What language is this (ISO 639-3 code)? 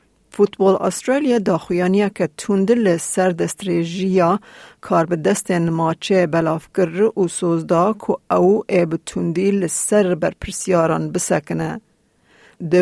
kur